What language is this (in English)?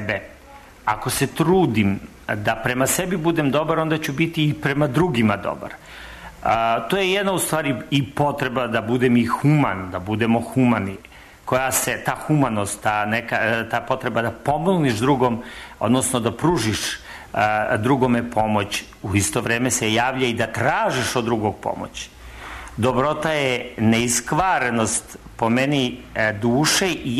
Serbian